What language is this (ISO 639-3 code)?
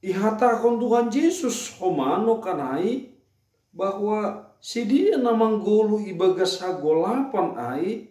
bts